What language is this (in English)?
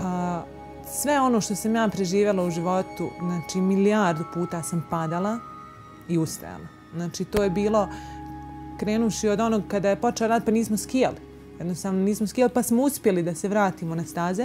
Bosnian